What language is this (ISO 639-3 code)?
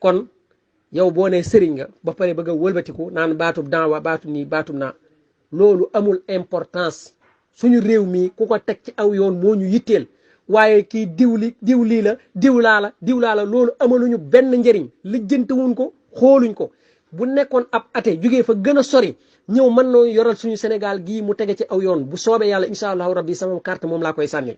wol